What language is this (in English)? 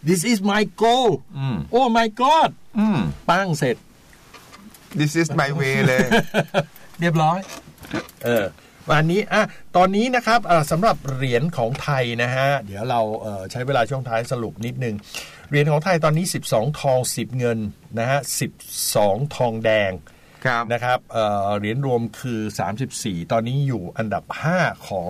Thai